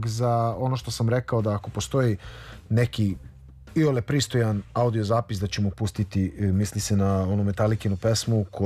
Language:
Serbian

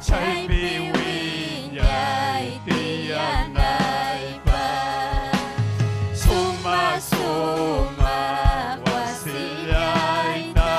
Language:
Ayacucho Quechua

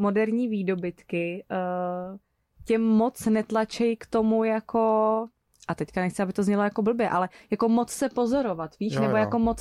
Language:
Czech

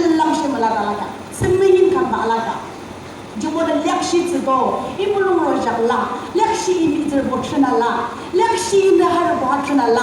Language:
Yimchungru Naga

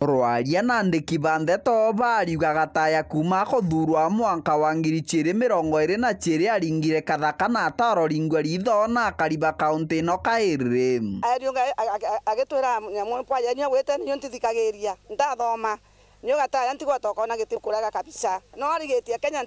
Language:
Meru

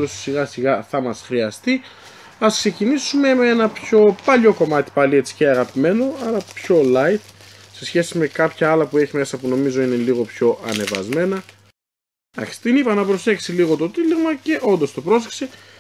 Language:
Greek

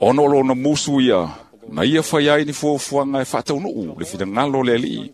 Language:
Samoan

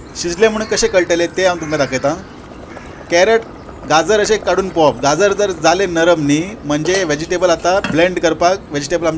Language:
Konkani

